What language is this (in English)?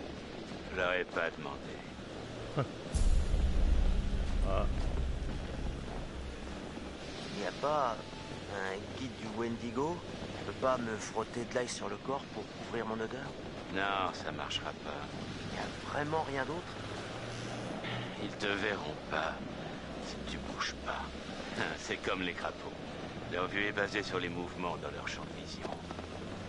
French